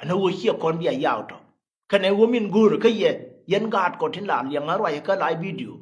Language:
Nuer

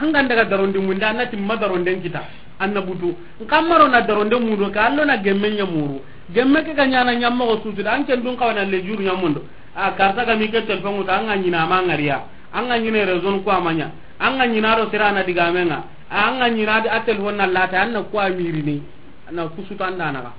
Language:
Soninke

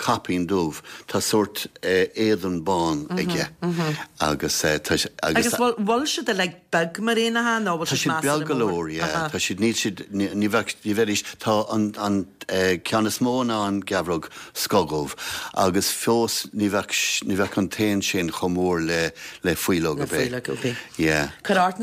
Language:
Irish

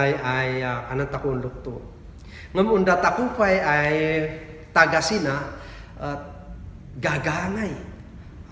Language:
Kankanaey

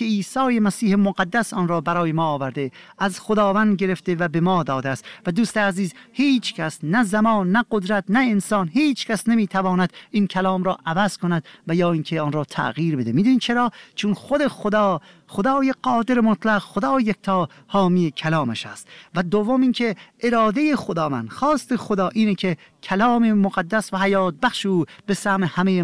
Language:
Persian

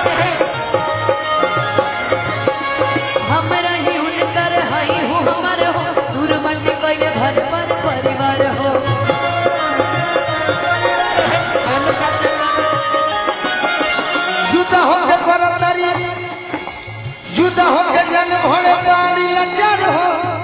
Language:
Bhojpuri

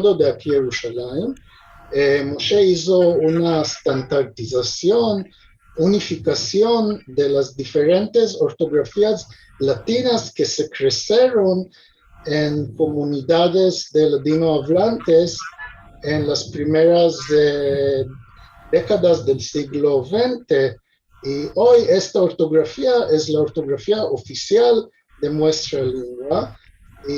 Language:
Ladino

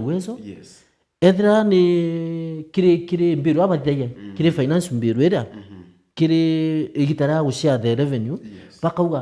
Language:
Meru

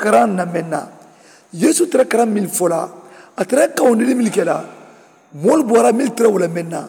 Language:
Mandingo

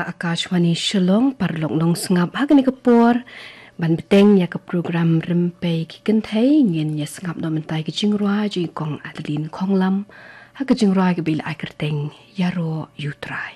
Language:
Khasi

